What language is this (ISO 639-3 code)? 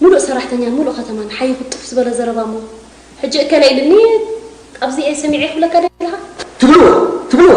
tir